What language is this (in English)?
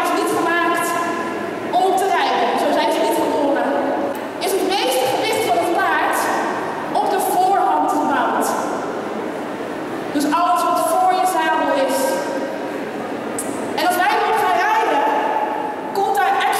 Dutch